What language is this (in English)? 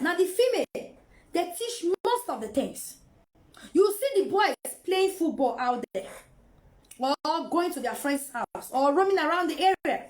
Nigerian Pidgin